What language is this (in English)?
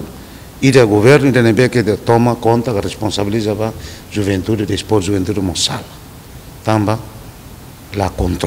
Tetum